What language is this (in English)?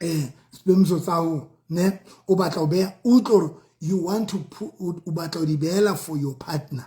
Southern Sotho